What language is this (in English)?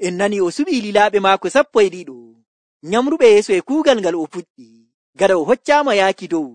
Nigerian Fulfulde